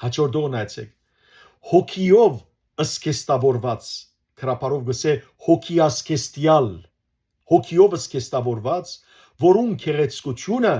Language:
Western Armenian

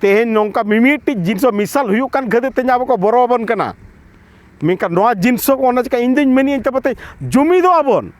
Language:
Santali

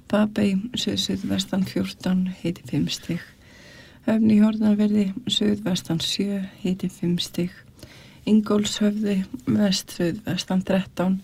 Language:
Icelandic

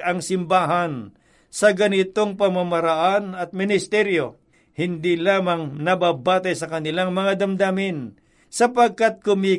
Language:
Filipino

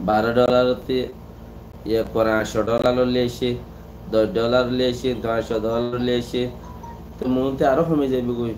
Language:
Rohingya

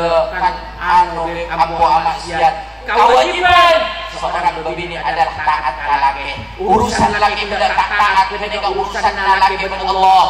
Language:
Madurese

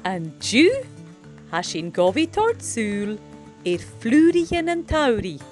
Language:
Scottish Gaelic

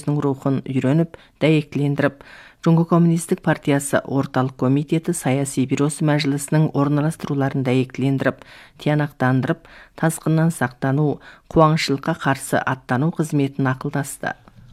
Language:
Kazakh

